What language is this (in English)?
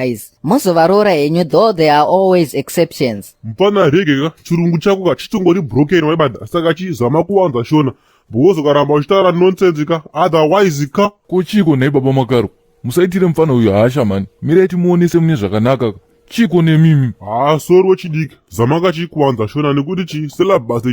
Shona